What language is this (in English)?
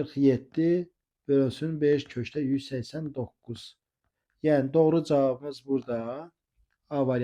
Azerbaijani